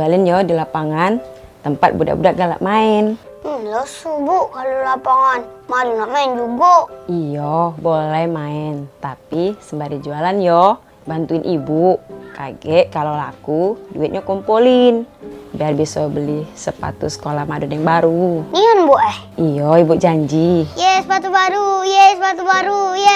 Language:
Musi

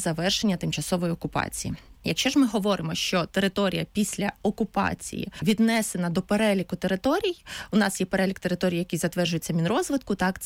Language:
Ukrainian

